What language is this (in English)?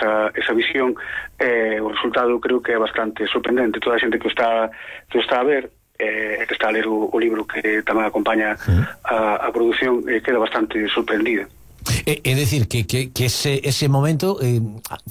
Galician